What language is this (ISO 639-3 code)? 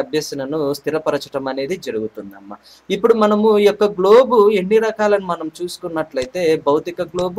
tel